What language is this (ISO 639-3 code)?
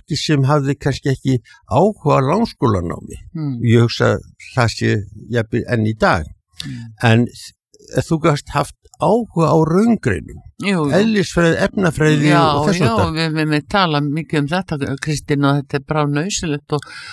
isl